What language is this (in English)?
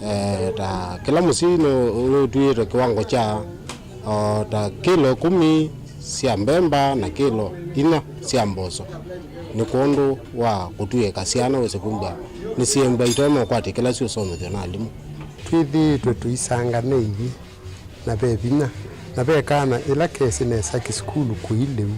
Kamba